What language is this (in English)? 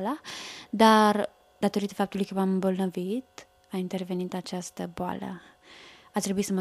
Romanian